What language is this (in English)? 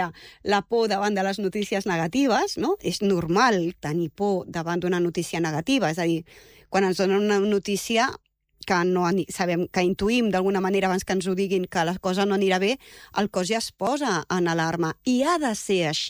Catalan